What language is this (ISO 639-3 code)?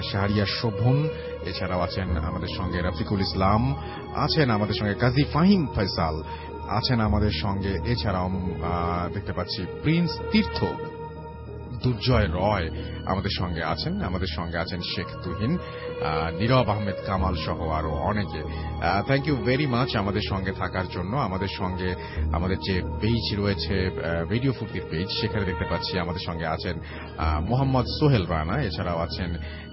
ben